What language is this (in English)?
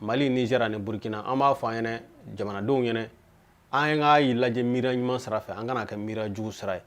Bambara